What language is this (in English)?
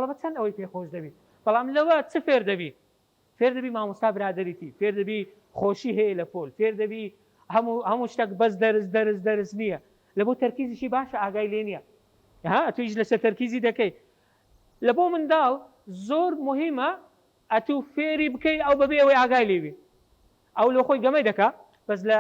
Central Kurdish